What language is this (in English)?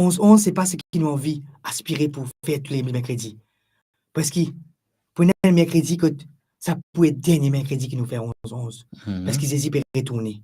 Morisyen